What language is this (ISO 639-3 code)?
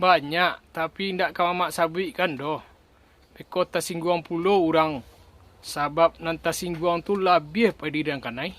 min